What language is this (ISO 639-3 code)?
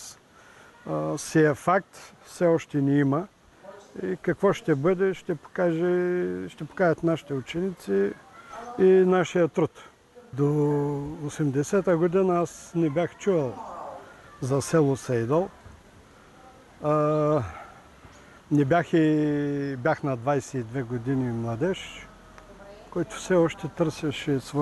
bul